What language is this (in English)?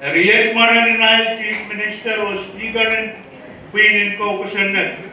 Pohnpeian